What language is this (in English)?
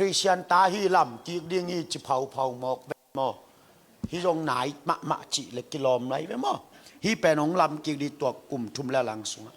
Tedim Chin